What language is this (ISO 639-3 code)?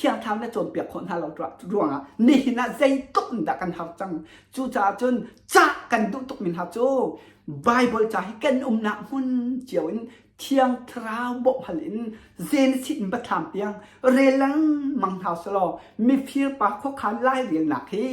cnh